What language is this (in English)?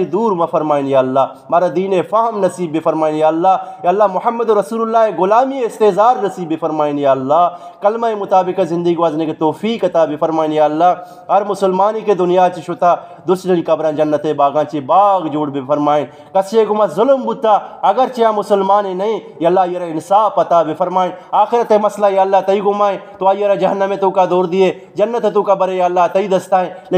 Eastern Balochi